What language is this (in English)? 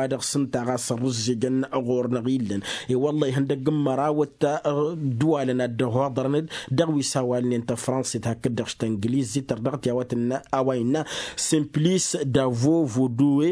Tamasheq